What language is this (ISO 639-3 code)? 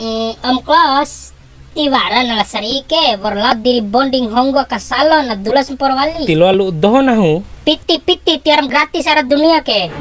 bhp